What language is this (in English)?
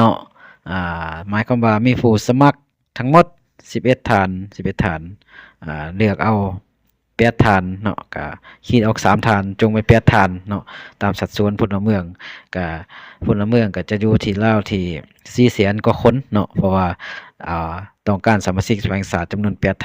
Lao